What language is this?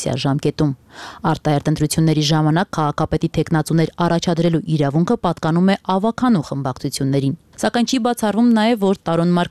Armenian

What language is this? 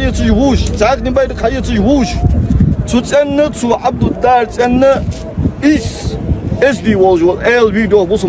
Ingush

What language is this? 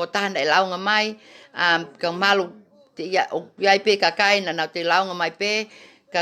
Tongan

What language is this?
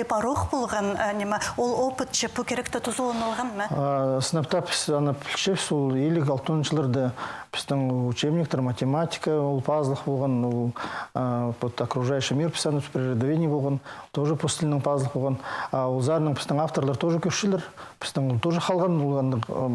Khakas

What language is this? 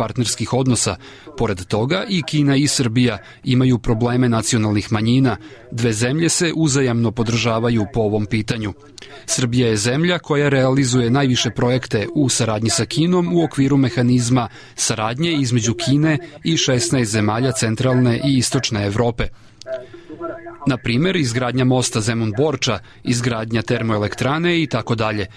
Serbian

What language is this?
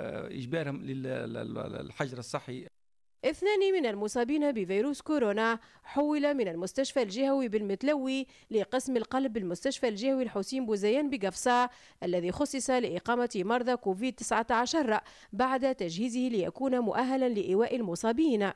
Tunisian Arabic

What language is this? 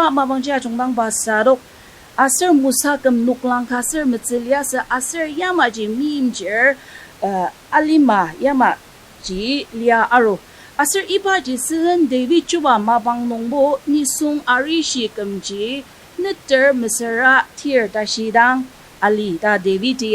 Ao Naga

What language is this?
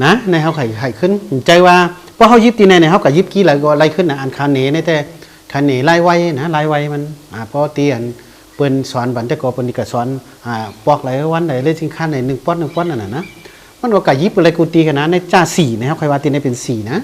Shan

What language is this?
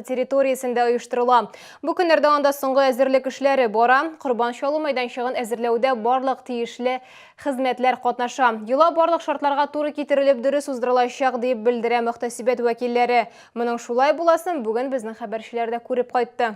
Tatar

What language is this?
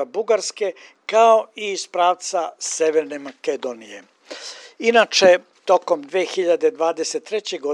Serbian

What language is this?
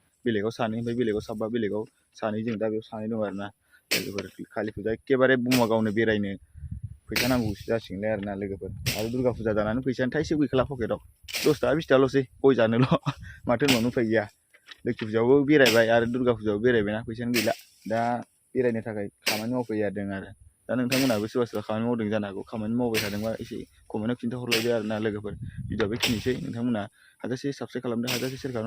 Bodo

